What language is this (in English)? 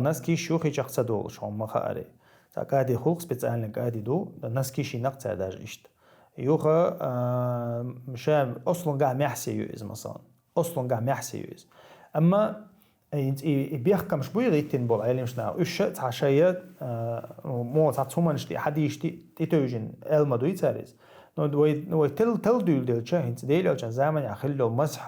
Chechen